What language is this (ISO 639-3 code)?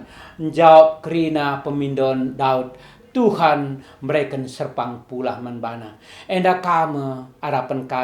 btx